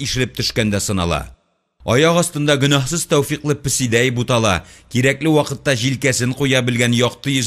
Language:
Tatar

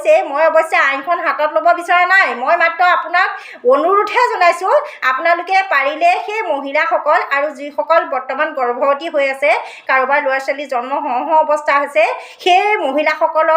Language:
Assamese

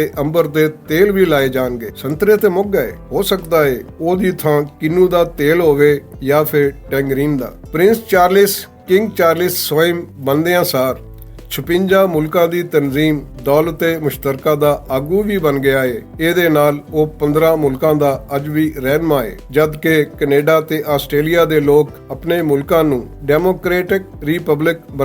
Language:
Western Panjabi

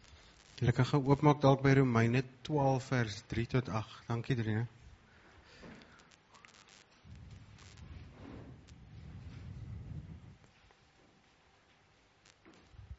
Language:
Afrikaans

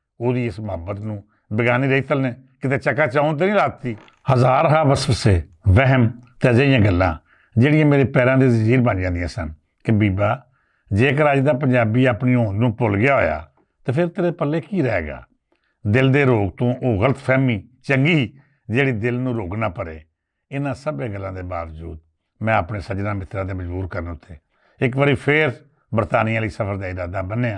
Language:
Western Panjabi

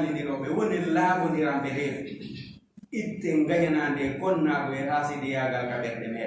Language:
Fula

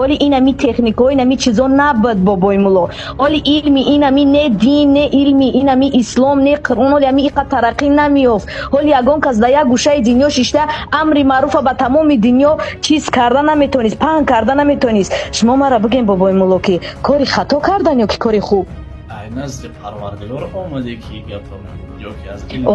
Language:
Tajik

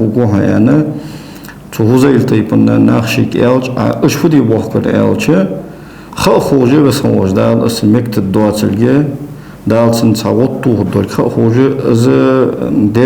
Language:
Ingush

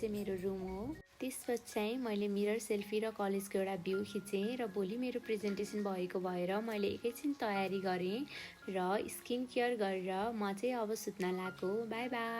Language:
Nepali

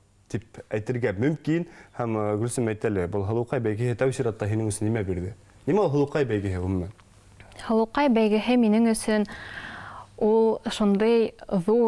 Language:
Bashkir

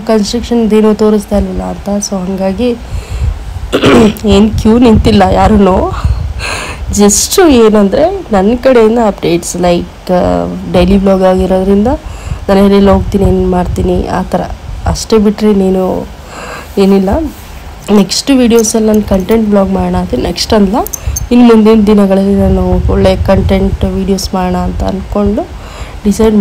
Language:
Kannada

